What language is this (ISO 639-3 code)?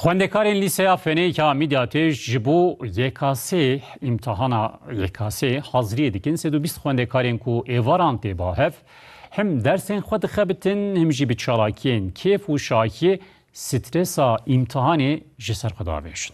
kur